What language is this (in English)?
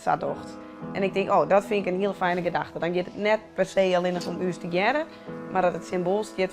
Western Frisian